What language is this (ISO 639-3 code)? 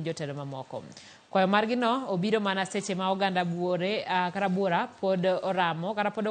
luo